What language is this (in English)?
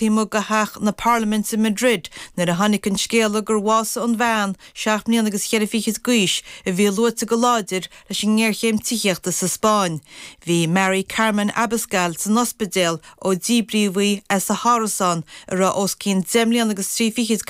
Irish